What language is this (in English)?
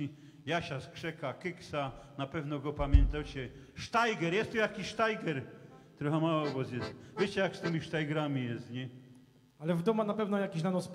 Silesian